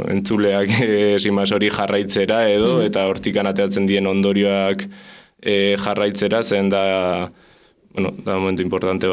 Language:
Basque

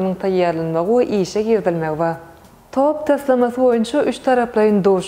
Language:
Turkmen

